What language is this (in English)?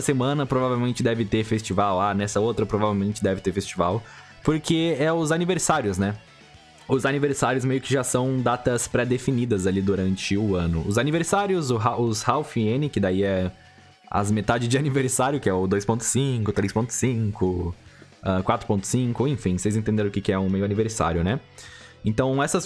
Portuguese